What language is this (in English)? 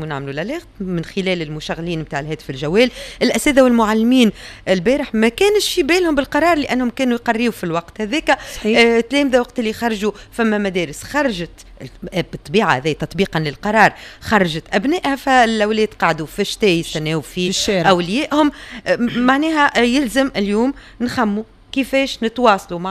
Tunisian Arabic